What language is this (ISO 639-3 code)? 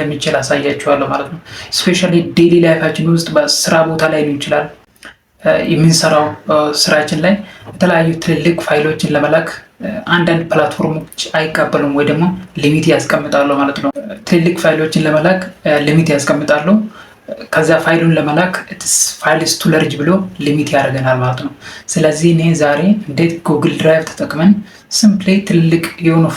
amh